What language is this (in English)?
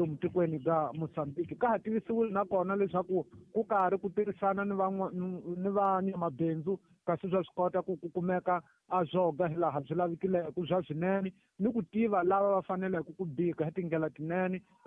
Tsonga